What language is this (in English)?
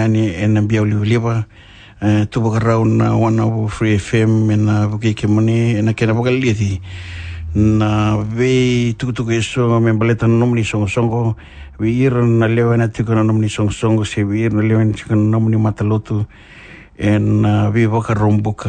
Fijian